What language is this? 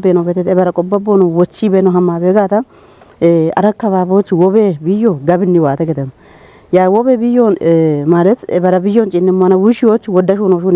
Kafa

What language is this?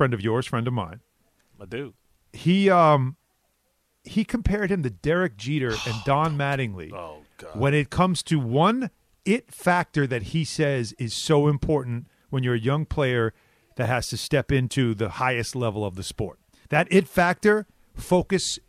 English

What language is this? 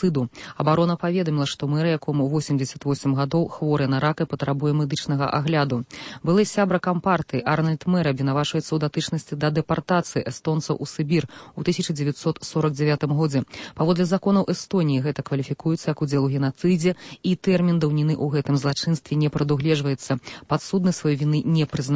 Belarusian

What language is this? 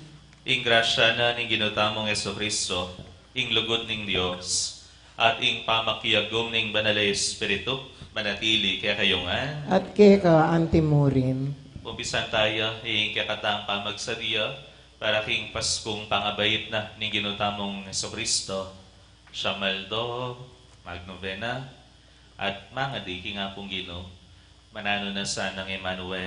Pampanga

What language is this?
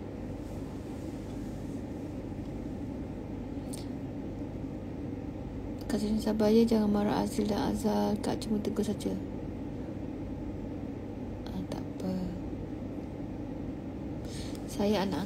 Malay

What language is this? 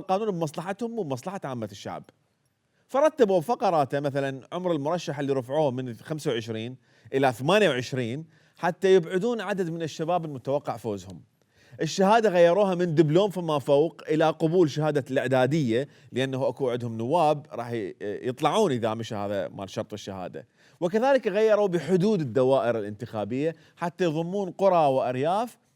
Mesopotamian Arabic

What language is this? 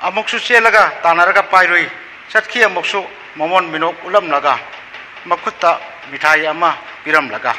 Manipuri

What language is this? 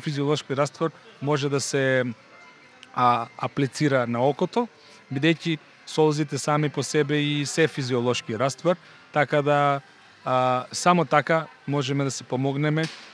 Macedonian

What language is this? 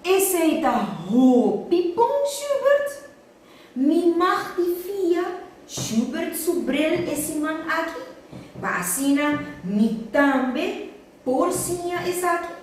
Papiamento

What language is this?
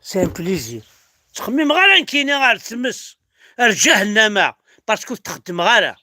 Kabyle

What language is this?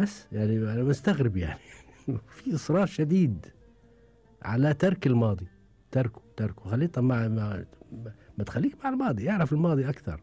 Gulf Arabic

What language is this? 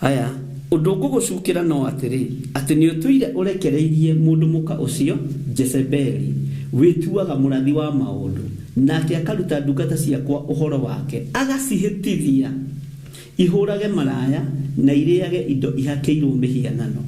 Kikuyu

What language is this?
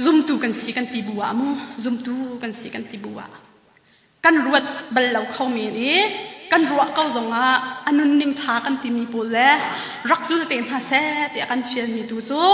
Hakha Chin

